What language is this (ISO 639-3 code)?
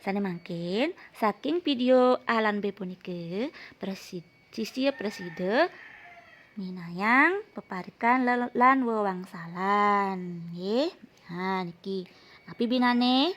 ban